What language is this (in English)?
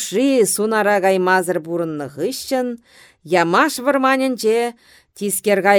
Chuvash